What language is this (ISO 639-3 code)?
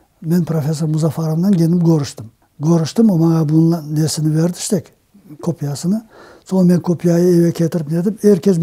crh